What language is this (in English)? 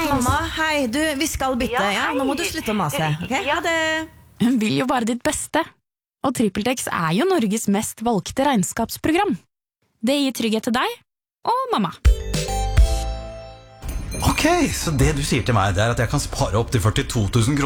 Norwegian